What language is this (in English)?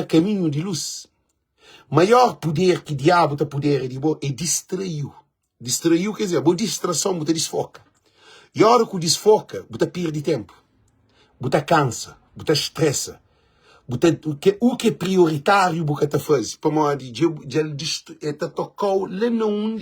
Kabuverdianu